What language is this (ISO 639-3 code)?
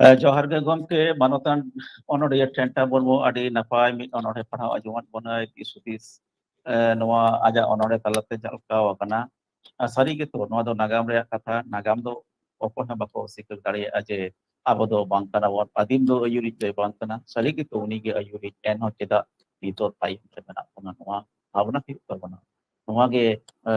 sat